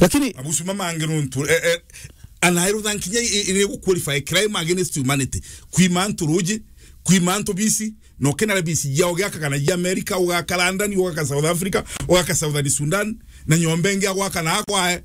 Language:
Meru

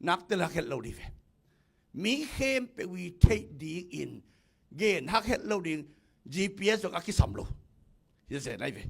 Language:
Tedim Chin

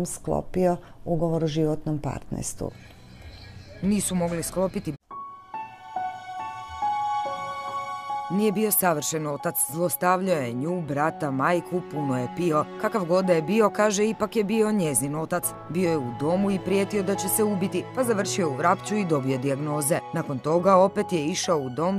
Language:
Croatian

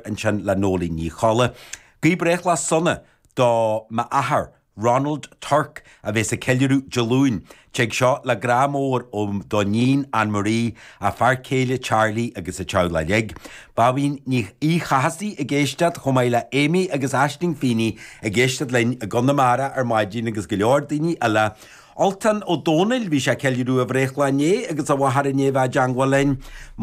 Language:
Irish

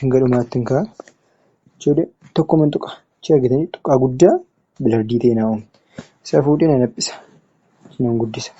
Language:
Oromo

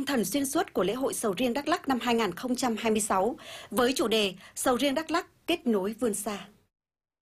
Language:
Vietnamese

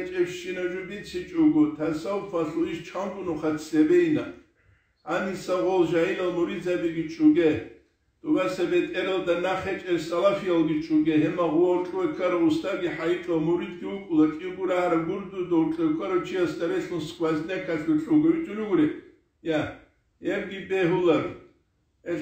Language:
Avaric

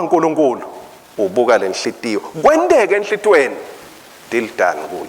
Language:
Swati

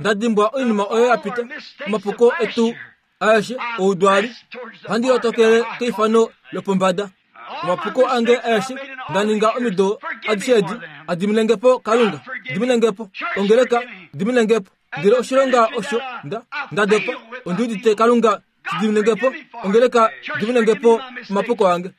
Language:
Kuanyama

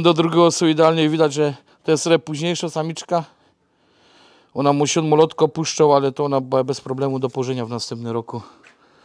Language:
Polish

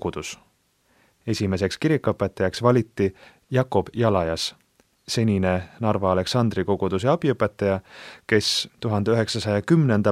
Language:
Estonian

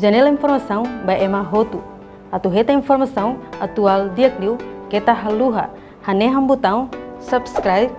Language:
Tetum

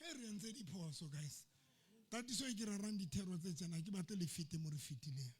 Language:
Southern Sotho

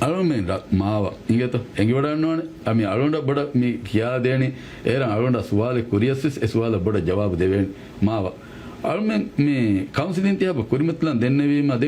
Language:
Divehi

